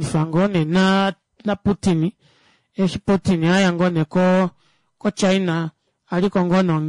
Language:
Kuanyama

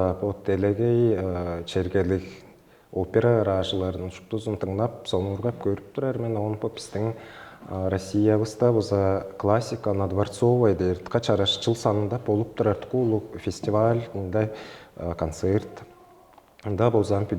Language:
Tuvinian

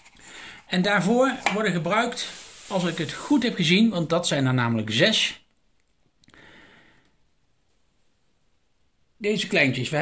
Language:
Dutch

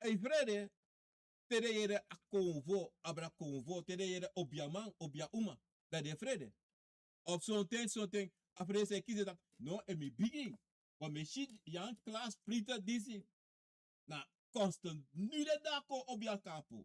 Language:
Sranan Tongo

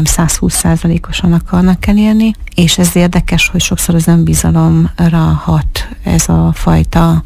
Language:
Hungarian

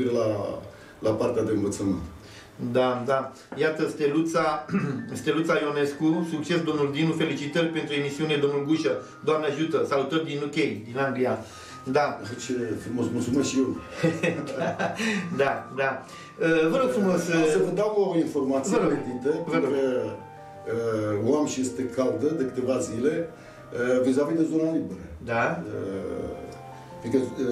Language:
Romanian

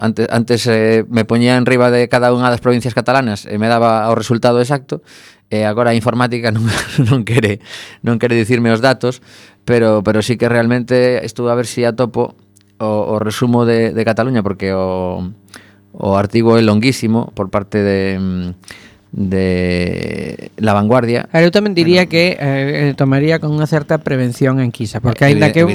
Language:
Galician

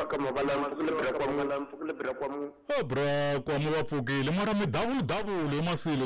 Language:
Tsonga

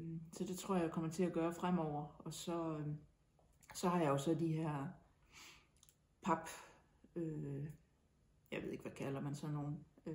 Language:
Danish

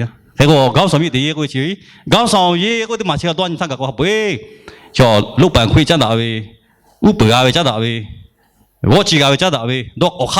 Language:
Lahu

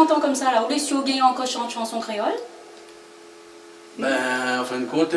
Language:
Réunion Creole French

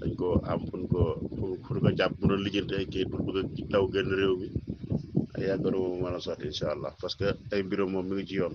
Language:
Wolof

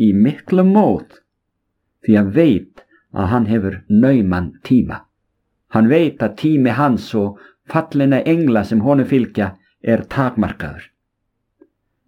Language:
Icelandic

